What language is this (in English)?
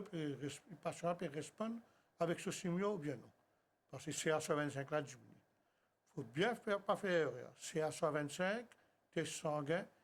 Morisyen